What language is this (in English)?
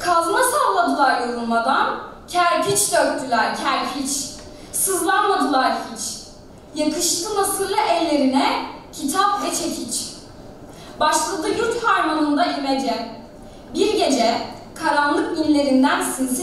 Turkish